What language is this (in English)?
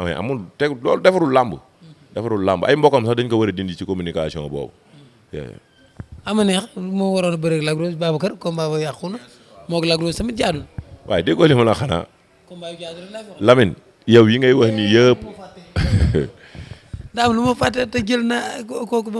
Wolof